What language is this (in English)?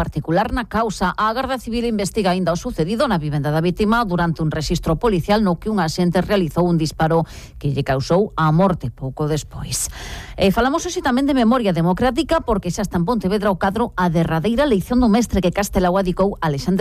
Galician